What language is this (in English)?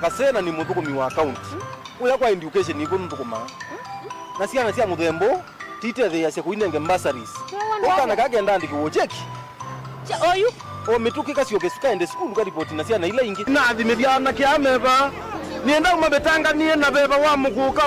Kamba